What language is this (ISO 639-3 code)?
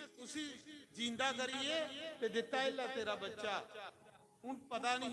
doi